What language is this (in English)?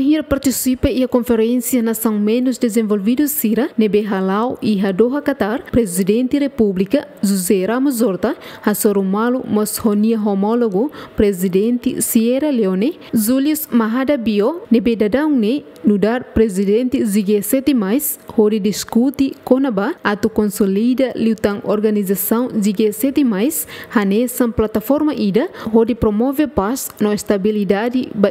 Tetum